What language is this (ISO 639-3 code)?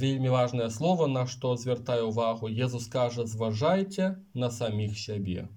bel